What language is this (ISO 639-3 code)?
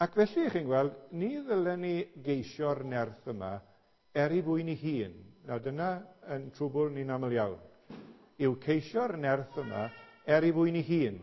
cym